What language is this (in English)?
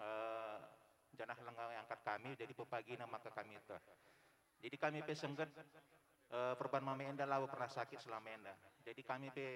Batak Karo